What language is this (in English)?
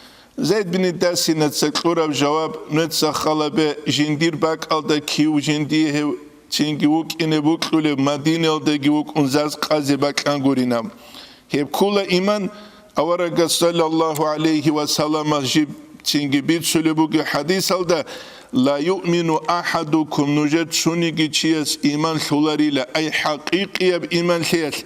Avaric